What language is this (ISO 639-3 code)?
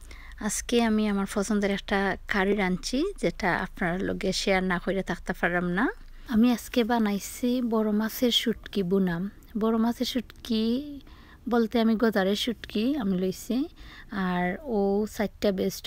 syl